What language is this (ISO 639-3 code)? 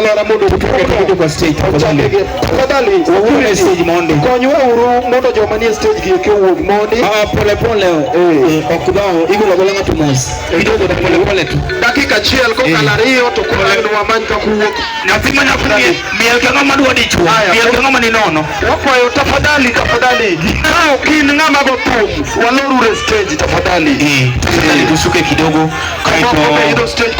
luo